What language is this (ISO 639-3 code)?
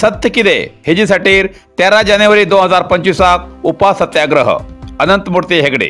kok